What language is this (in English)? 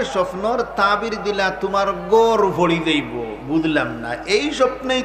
Sylheti